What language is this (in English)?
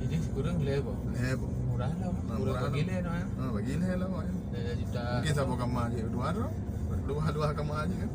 Achinese